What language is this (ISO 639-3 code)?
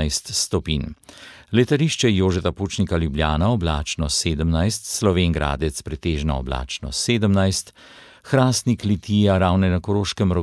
slv